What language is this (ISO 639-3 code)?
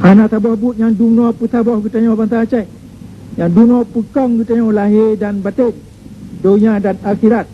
ace